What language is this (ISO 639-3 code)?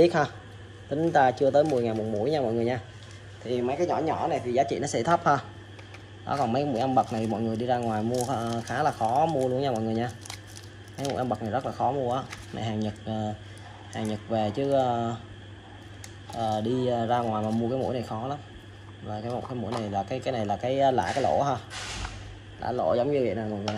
vie